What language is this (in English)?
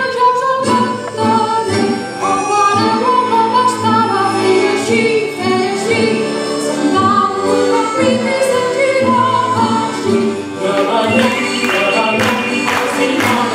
Catalan